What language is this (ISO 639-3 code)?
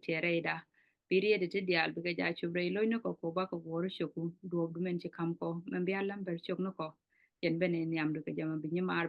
nus